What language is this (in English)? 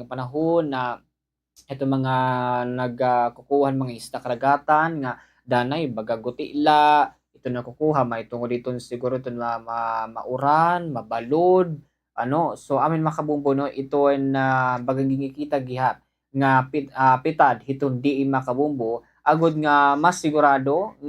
Waray